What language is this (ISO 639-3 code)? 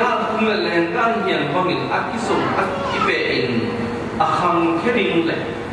ctd